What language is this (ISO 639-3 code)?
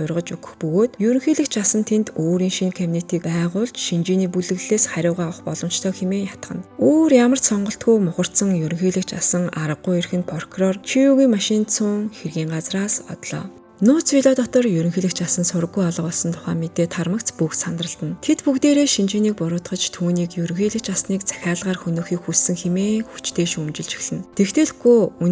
mon